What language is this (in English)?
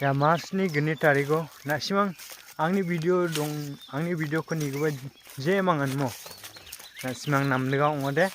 Garo